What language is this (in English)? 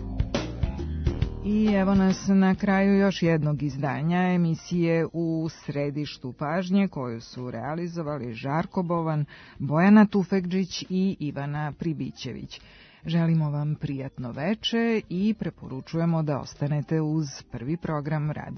Serbian